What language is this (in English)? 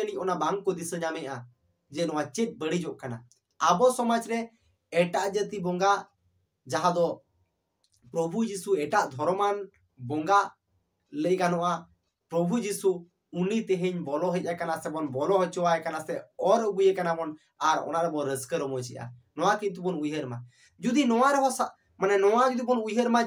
Santali